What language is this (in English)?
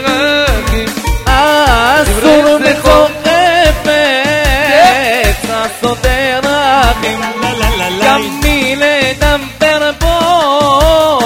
Hebrew